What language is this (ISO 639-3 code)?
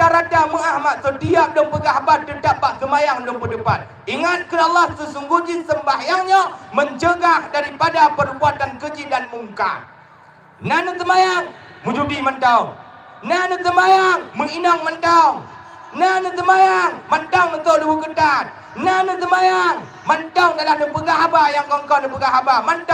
ace